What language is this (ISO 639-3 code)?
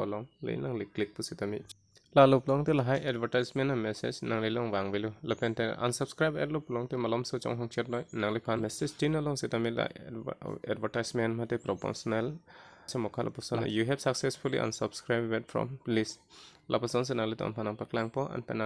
mjw